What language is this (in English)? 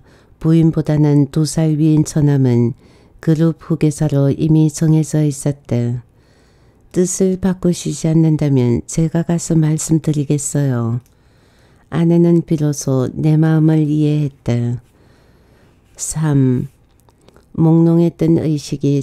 Korean